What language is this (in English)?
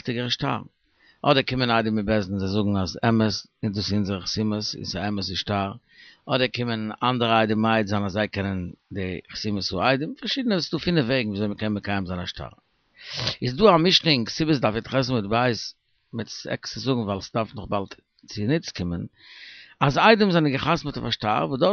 Yiddish